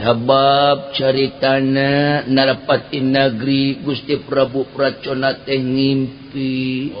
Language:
Sundanese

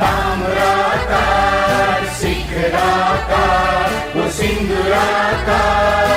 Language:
Newari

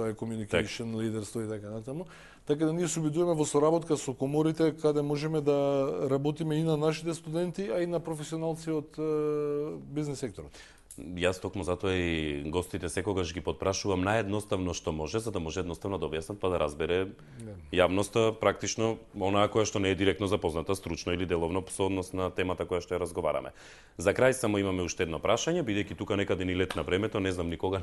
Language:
Macedonian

